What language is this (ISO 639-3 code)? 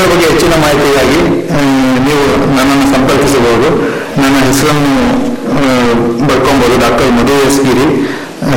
kan